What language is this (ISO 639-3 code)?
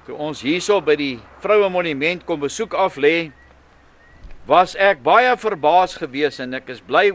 afr